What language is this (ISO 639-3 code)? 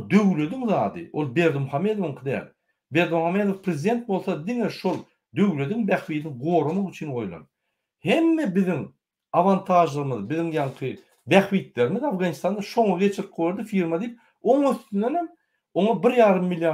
tuk